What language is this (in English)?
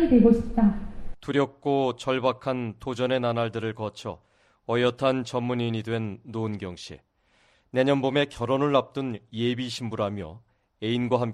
Korean